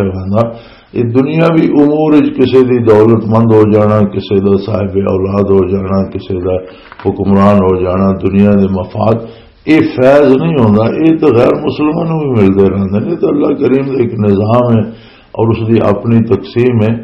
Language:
Western Panjabi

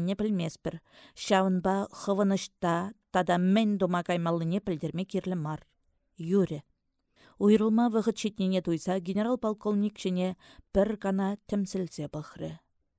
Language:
Chuvash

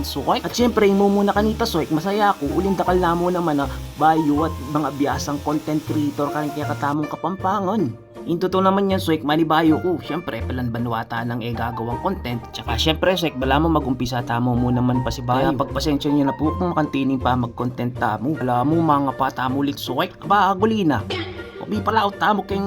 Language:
Pampanga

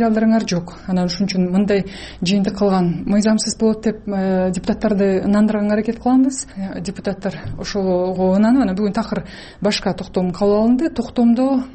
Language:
Kyrgyz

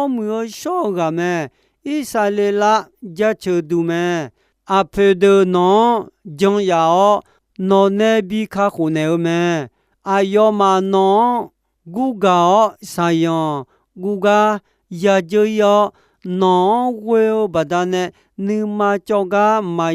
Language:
Akha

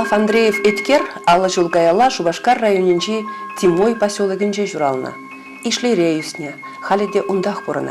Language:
Chuvash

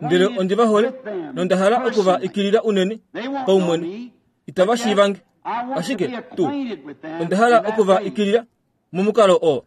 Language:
Kuanyama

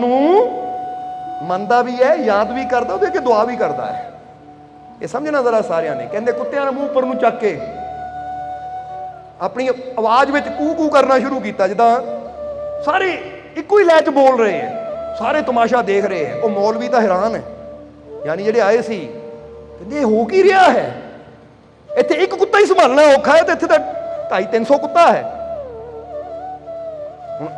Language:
Punjabi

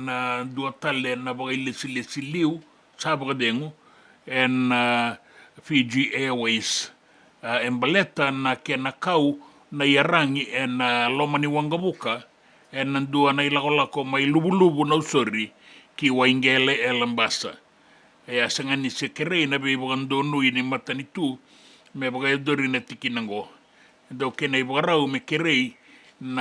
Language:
Fijian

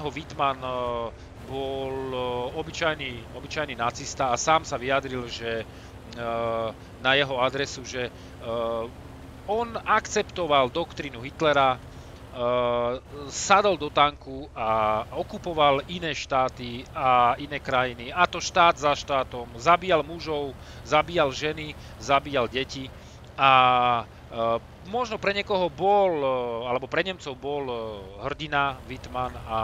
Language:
Slovak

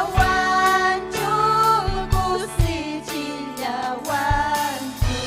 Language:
Ayacucho Quechua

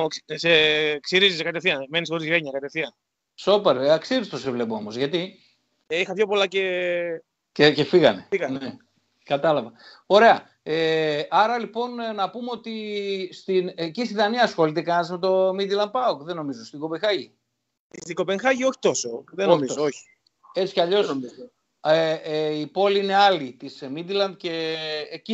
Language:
Greek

